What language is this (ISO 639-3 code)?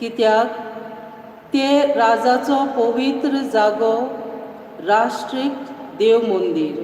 kok